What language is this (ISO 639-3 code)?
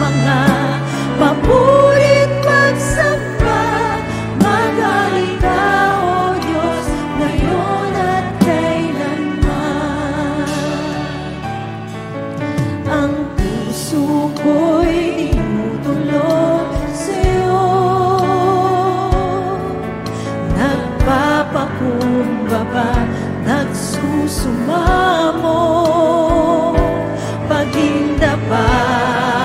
fil